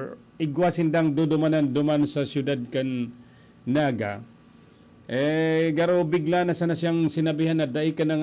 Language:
Bikol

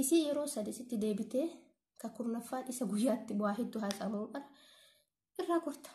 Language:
Oromo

